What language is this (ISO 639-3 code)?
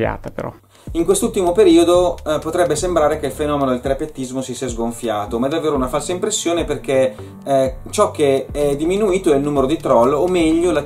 ita